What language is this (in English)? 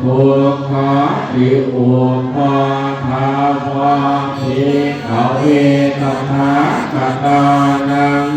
Pali